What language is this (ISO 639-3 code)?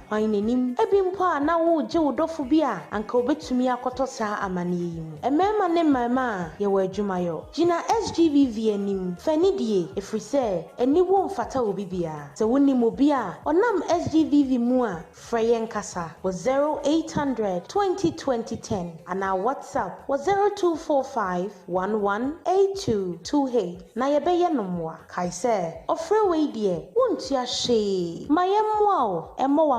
aka